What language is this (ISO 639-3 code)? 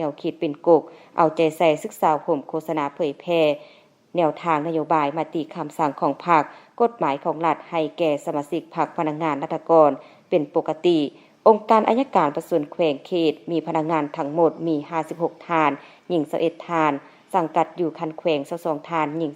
lao